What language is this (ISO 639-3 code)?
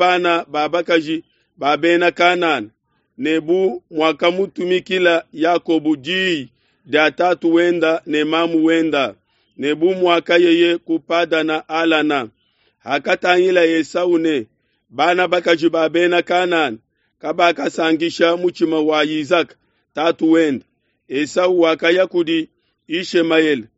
lua